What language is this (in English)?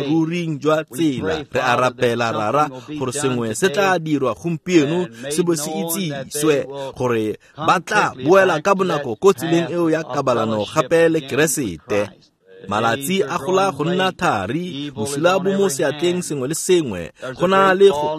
Tswana